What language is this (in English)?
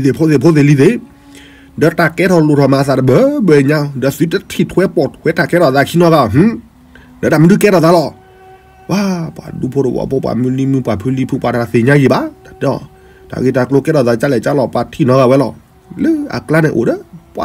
S'gaw Karen